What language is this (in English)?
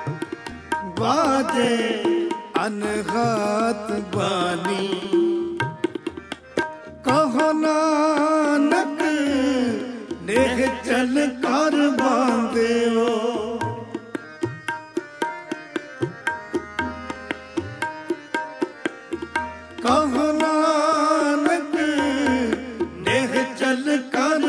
Punjabi